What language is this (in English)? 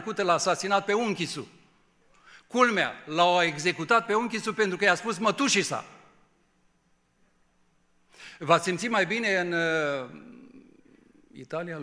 Romanian